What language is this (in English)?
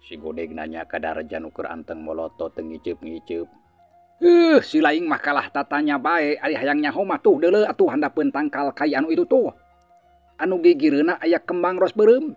Sundanese